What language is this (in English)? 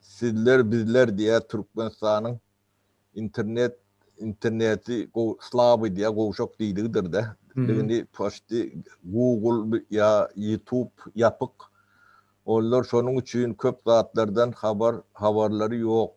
Turkmen